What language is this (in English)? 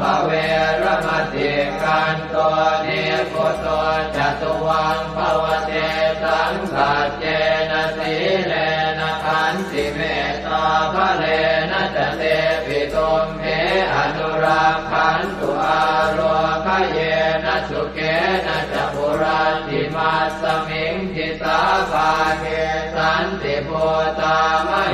Pali